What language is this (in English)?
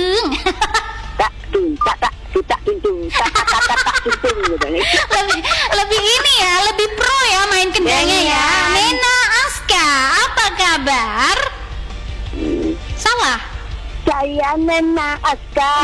Indonesian